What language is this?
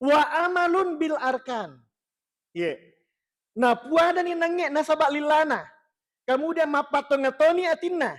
Buginese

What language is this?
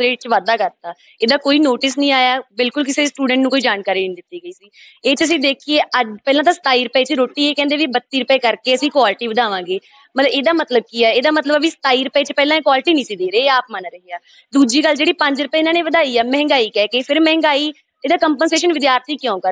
Punjabi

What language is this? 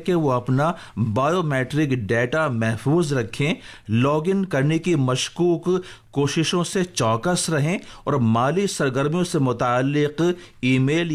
Urdu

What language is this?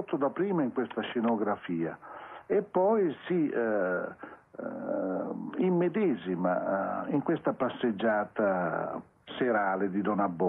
Italian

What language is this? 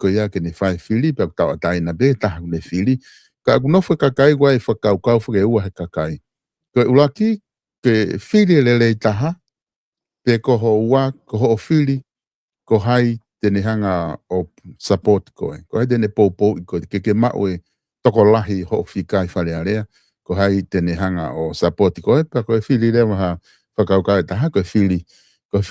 Tongan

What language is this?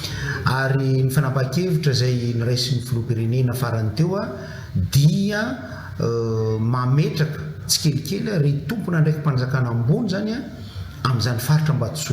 Malagasy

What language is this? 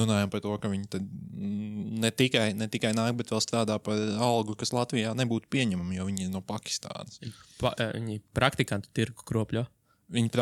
Latvian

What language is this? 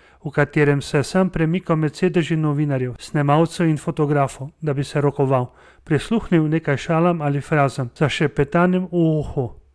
Slovenian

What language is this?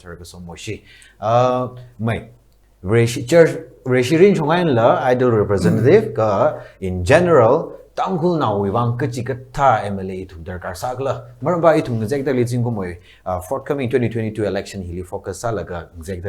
Tangkhul Naga (India)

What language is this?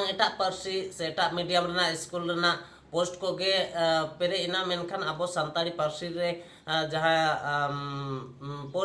Santali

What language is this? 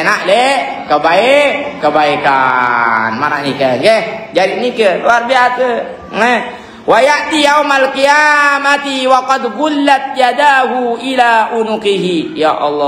Sasak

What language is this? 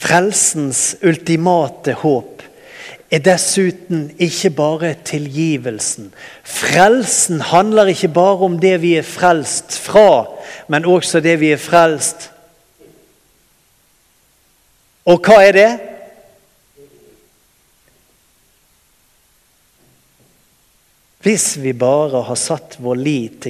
Norwegian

